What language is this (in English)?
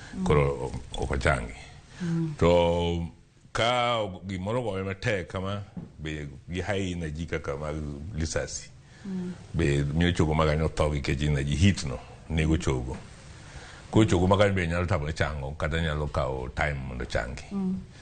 Luo (Kenya and Tanzania)